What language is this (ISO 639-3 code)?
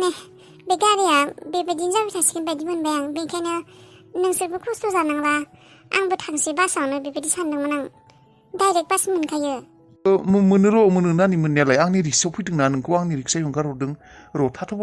brx